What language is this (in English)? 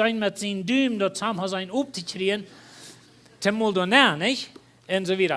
Plautdietsch